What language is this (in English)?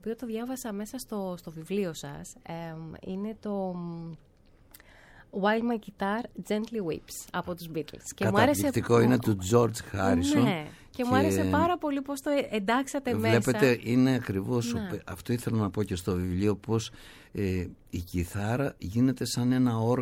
Greek